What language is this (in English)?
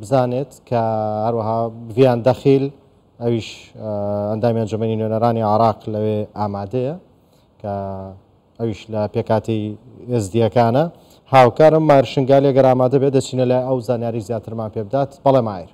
Central Kurdish